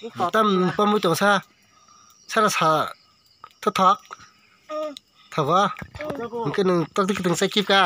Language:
Kok Borok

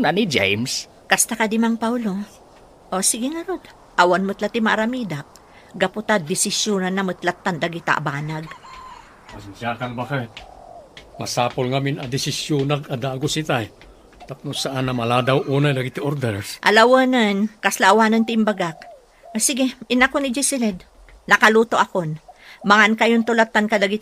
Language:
Iloko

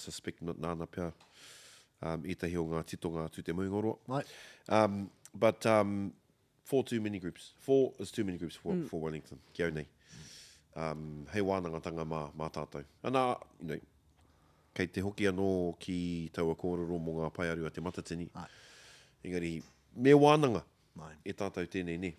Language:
Māori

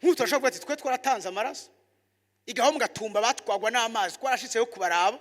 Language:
Rundi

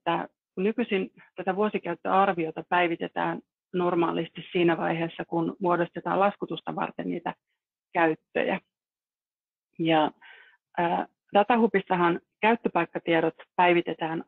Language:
Finnish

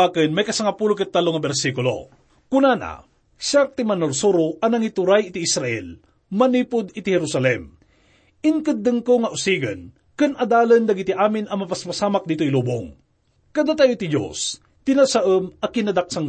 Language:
Iloko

